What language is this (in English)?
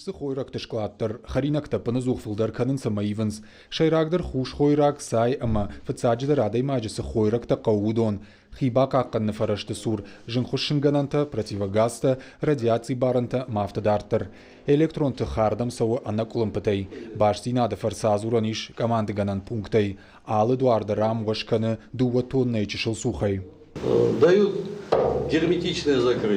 Ossetic